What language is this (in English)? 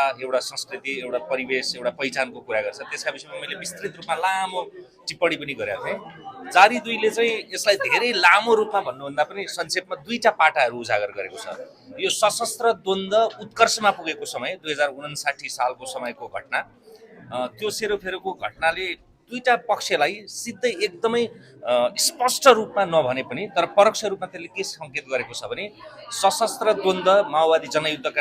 Nepali